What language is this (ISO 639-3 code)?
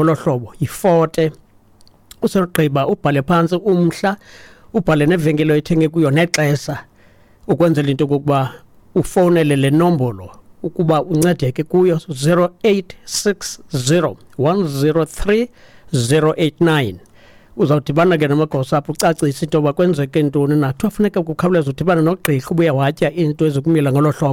xho